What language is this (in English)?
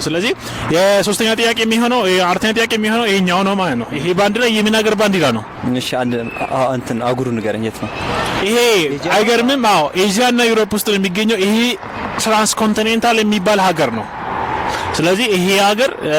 Amharic